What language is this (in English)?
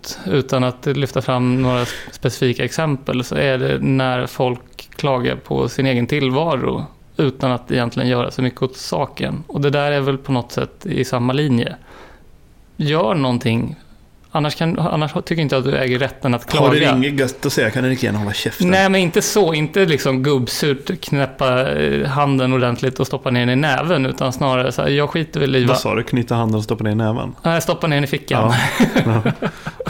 Swedish